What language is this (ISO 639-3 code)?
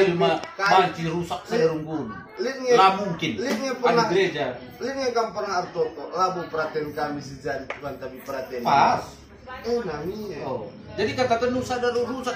btx